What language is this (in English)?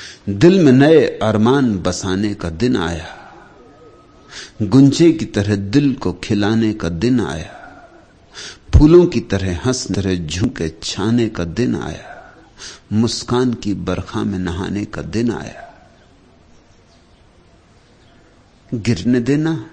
Hindi